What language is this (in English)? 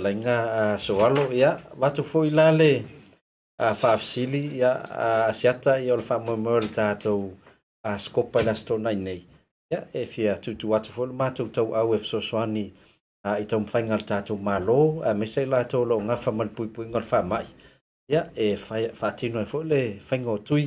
Samoan